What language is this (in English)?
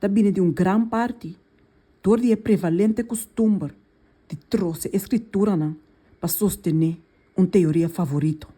Papiamento